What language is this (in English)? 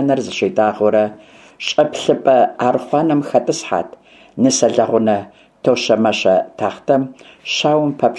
Kabardian